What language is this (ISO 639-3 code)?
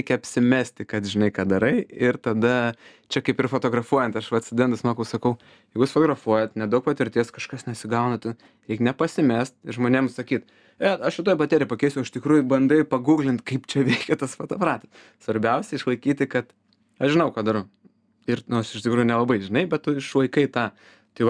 lit